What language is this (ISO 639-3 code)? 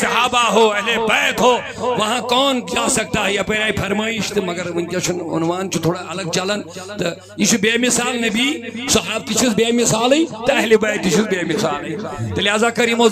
kas